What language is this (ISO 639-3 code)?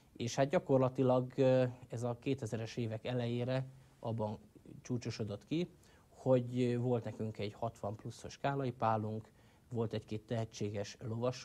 hun